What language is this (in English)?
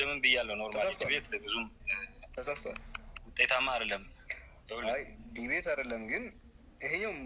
Amharic